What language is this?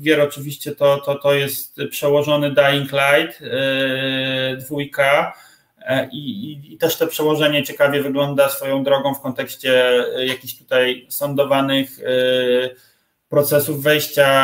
Polish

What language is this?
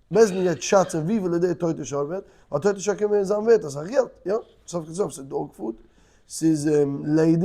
Yiddish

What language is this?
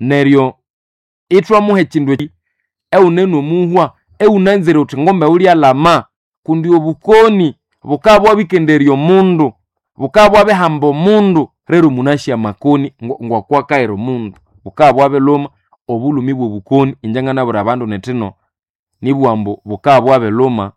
Nande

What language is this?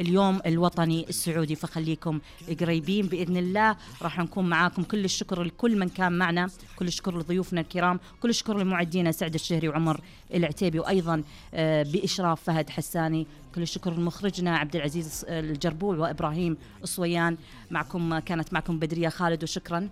Najdi Arabic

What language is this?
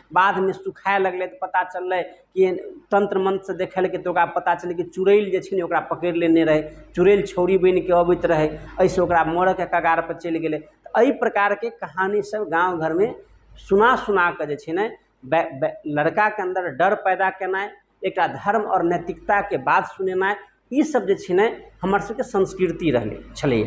Maithili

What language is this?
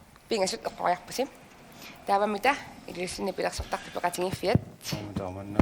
Kalaallisut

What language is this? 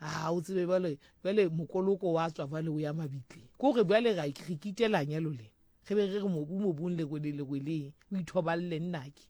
Southern Sotho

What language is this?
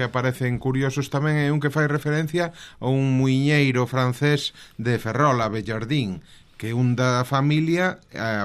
Galician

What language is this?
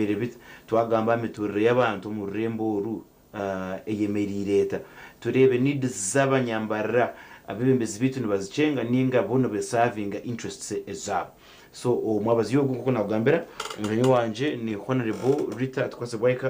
Nyankole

